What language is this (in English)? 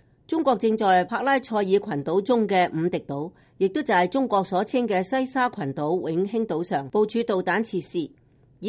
Cantonese